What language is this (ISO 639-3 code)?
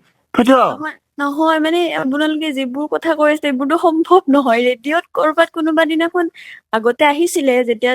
asm